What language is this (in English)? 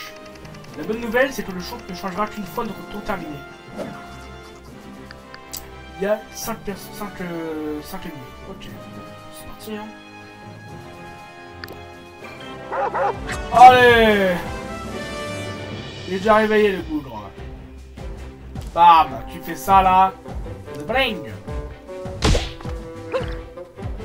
French